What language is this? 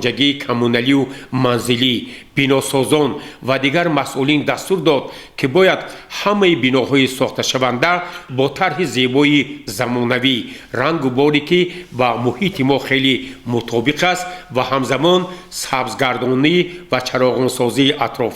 Tajik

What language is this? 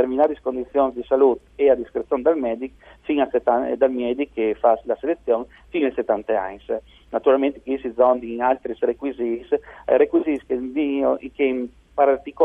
Friulian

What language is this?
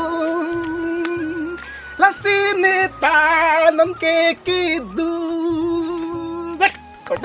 Karbi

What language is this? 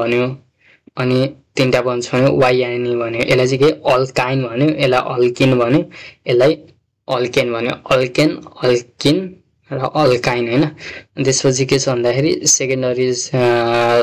Nepali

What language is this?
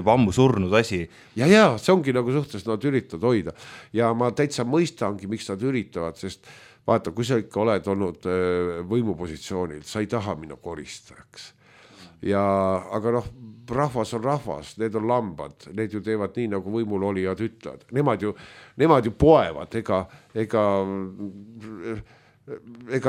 Estonian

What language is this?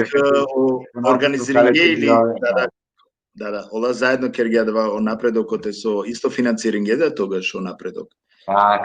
Balkan Romani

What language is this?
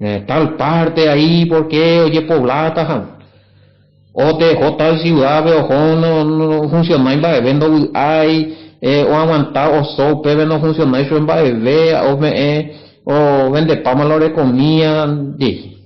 Guarani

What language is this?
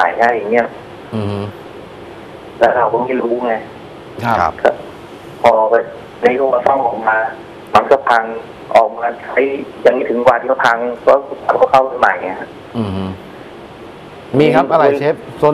Thai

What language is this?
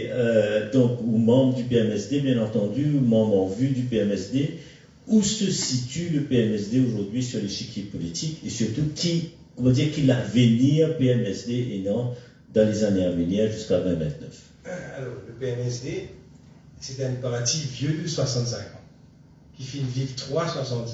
Morisyen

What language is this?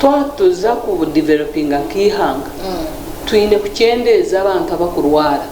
Nyankole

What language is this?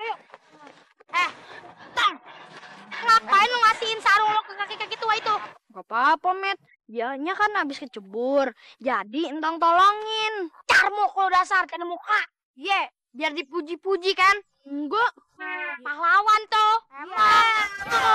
Betawi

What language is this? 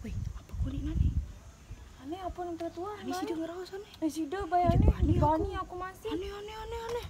Sasak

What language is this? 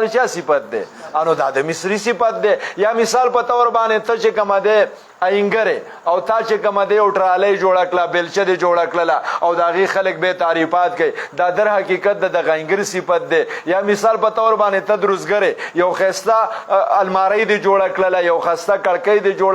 Pashto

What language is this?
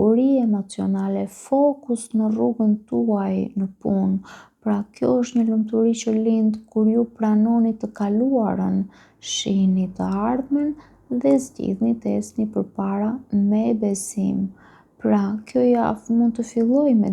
Albanian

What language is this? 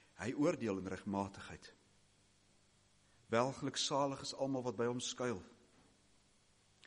Afrikaans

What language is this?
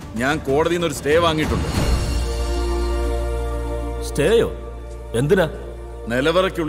Malayalam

